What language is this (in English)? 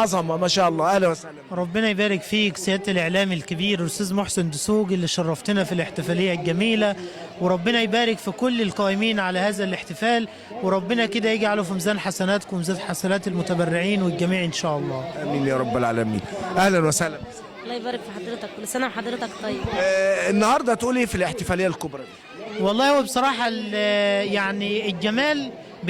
Egyptian Arabic